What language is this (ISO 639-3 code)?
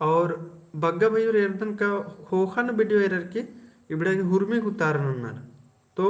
kru